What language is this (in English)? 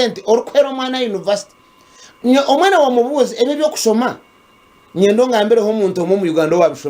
Nyankole